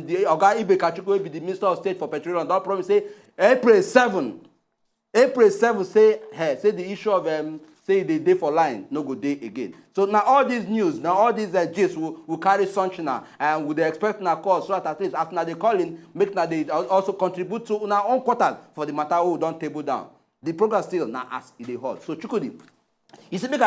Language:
Nigerian Pidgin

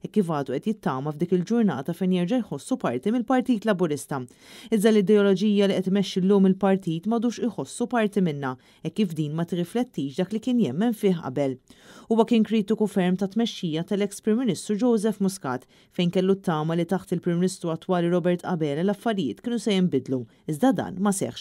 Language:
Maltese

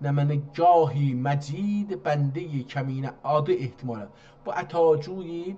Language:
South Azerbaijani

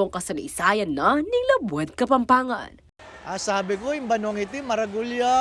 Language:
Pampanga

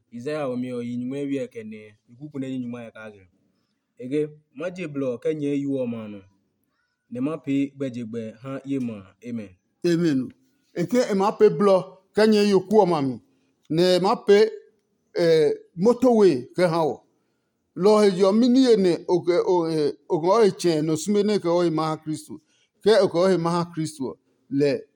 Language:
Adangme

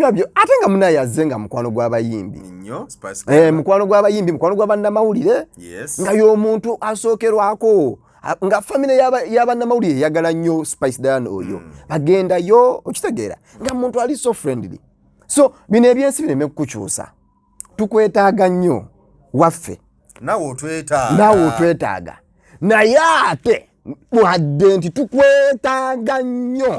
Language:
Ganda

